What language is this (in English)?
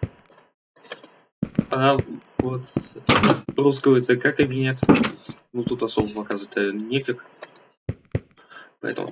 Russian